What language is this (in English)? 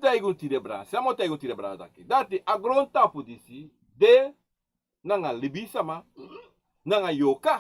Sranan Tongo